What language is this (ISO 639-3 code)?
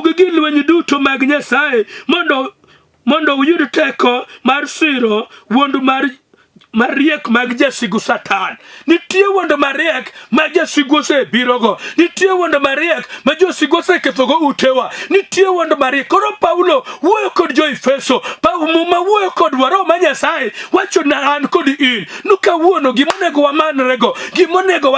luo